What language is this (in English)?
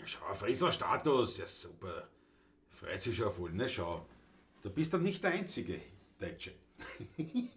Bavarian